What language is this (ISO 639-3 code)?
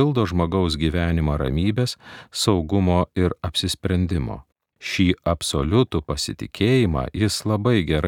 lit